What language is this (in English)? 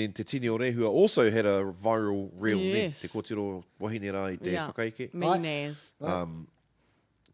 Māori